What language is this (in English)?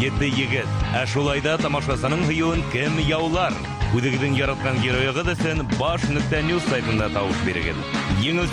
Bashkir